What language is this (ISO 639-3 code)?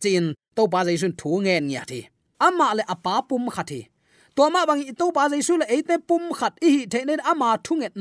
ctd